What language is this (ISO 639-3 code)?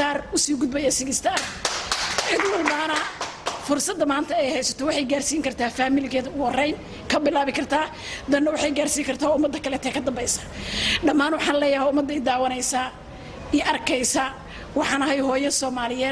som